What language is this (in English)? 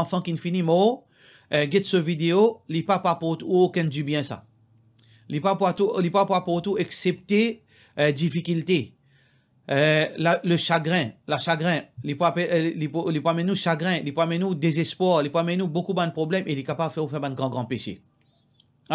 Morisyen